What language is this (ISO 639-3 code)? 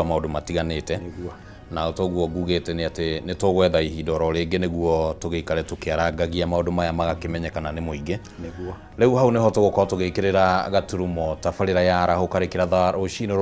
kik